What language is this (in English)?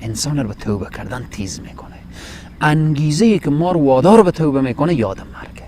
Persian